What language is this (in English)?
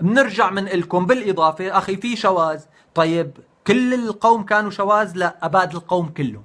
North Levantine Arabic